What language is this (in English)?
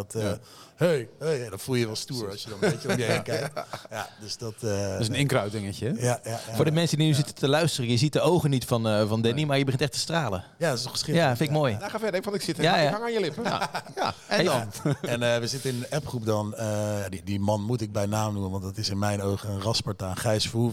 Dutch